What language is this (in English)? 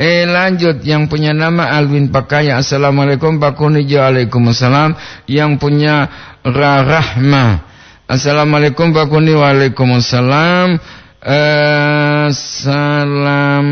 Gorontalo